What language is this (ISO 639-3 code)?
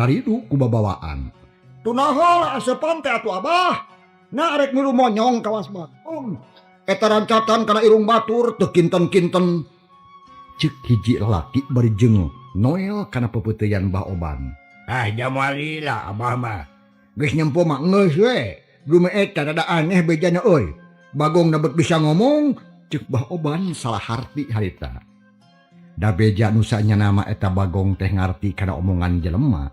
sun